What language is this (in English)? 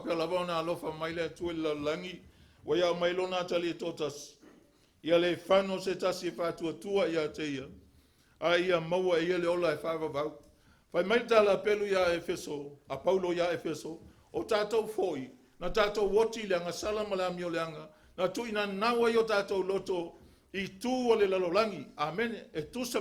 Samoan